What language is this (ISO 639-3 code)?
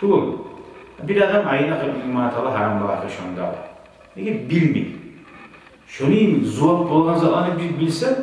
kum